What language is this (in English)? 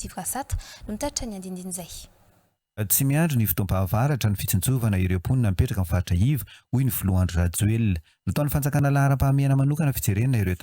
Malagasy